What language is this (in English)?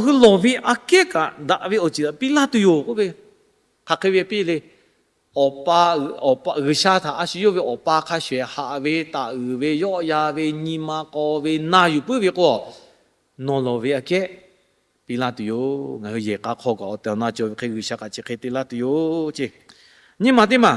Lahu